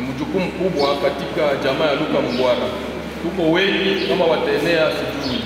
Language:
Swahili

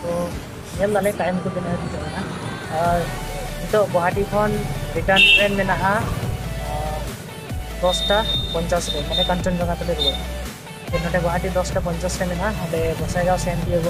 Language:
Santali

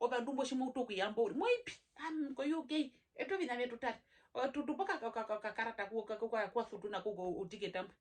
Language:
Herero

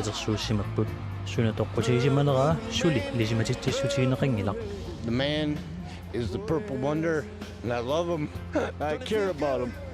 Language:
Kalaallisut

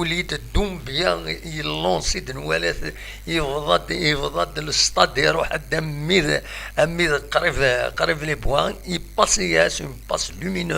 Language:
Kabyle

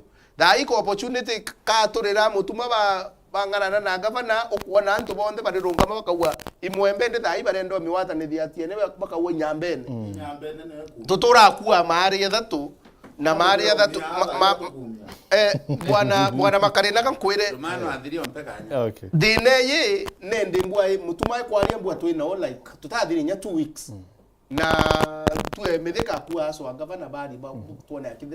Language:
Meru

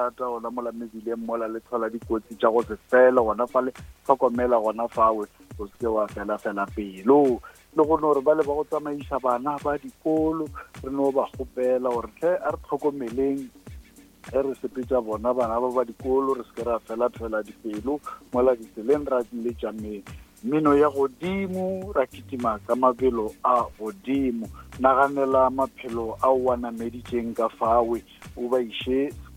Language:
Northern Sotho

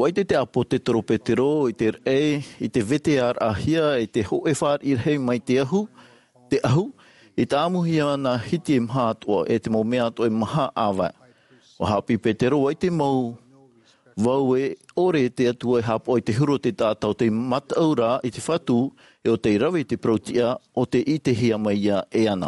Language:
Tahitian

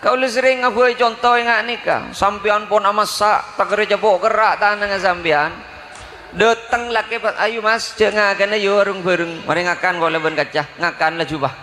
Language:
Madurese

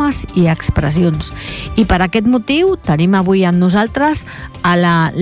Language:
Catalan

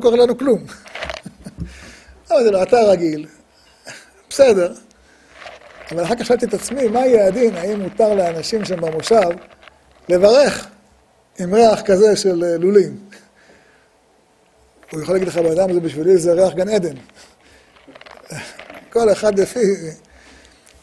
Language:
Hebrew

